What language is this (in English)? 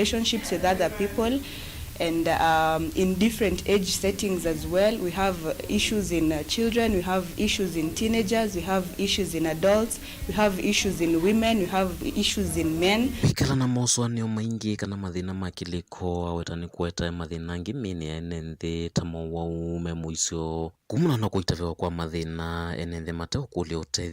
Kamba